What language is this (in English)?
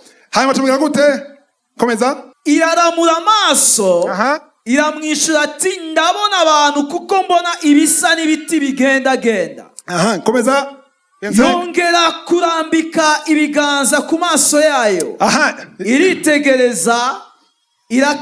Rundi